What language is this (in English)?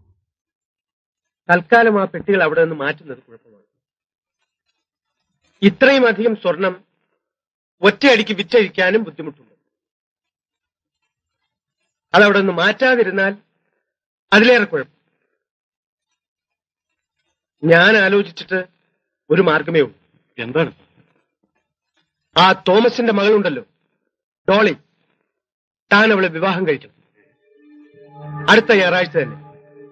Malayalam